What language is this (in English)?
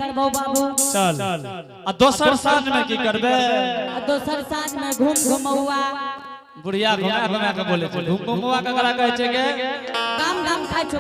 Angika